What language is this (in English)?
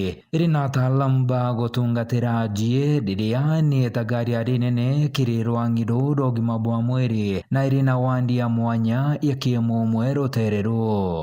Meru